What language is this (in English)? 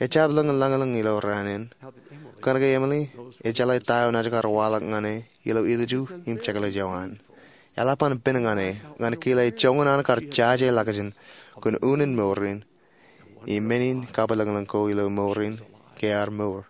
Marshallese